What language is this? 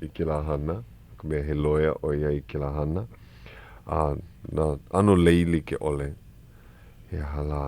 Hawaiian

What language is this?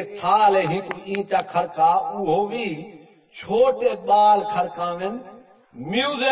Saraiki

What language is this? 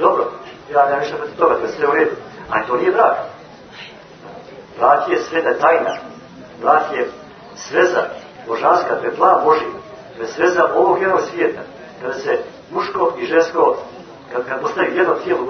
Croatian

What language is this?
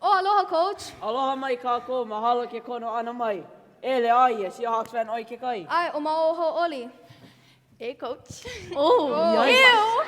Hawaiian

